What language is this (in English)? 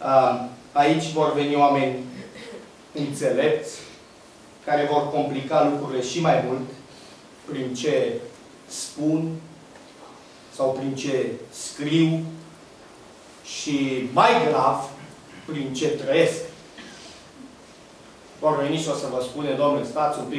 Romanian